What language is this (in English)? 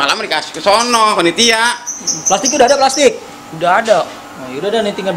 Betawi